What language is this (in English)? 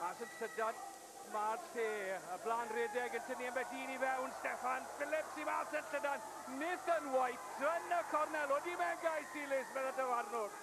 Welsh